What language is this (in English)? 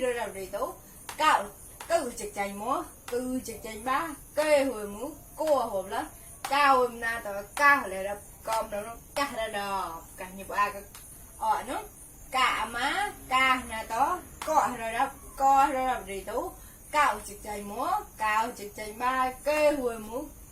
Mon